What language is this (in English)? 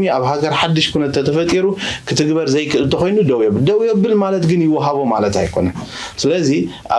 Tigrinya